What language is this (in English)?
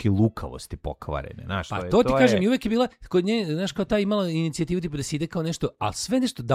Serbian